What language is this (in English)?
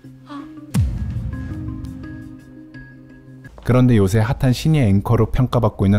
Korean